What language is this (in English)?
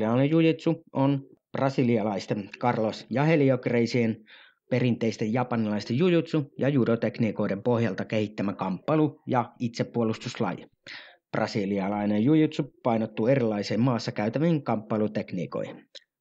Finnish